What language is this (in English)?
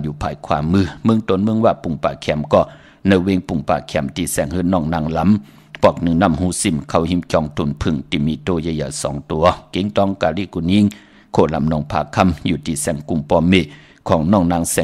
Shan